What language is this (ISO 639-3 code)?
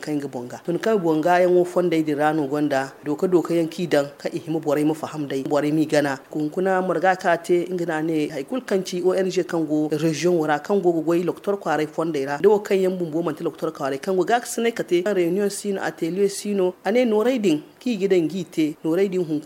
dje